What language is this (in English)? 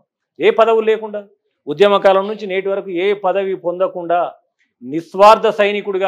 Telugu